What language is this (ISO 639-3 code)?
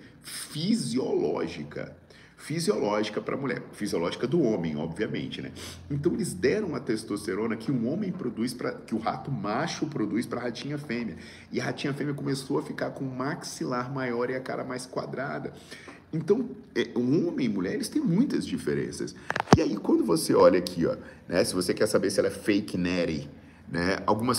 por